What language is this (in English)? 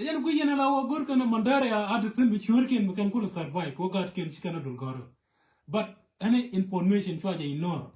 Nuer